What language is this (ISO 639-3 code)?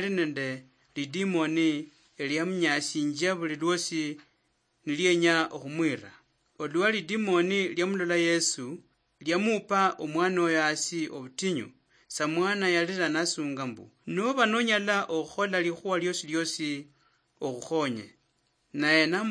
luy